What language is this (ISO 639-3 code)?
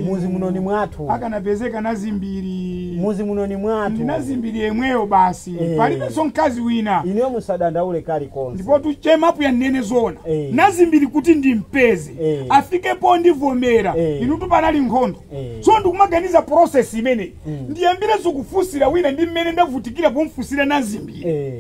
nya